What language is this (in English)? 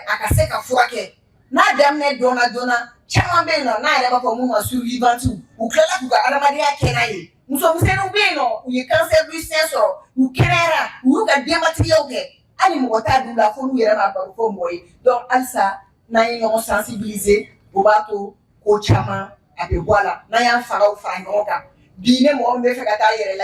Bambara